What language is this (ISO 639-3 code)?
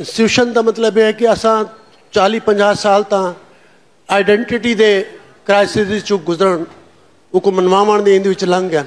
skr